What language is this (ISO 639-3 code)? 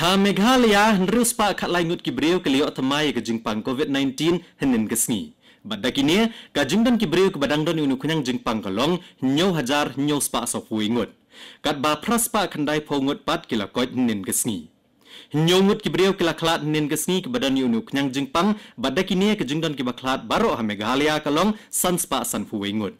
kha